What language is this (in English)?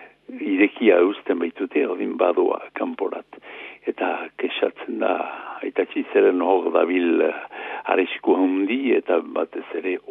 Basque